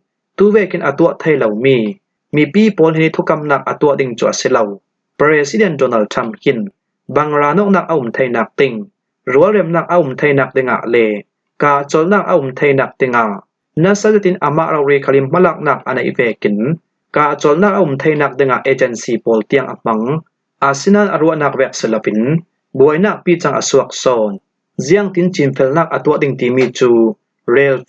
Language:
Falam Chin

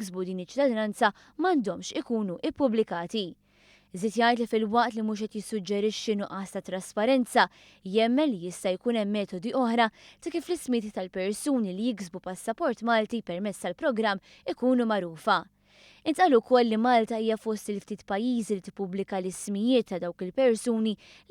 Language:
Maltese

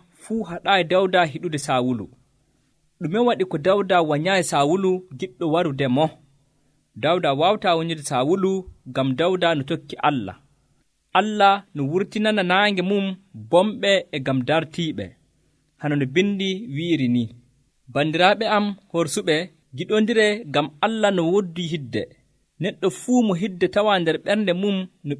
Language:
Nigerian Fulfulde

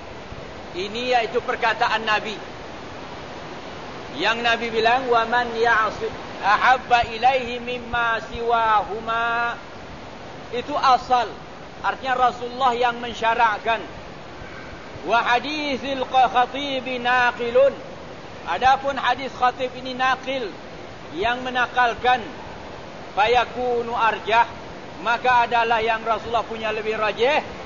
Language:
Malay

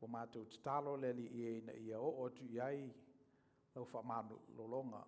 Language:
Samoan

